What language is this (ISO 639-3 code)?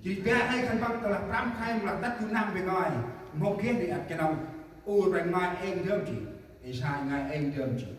cmo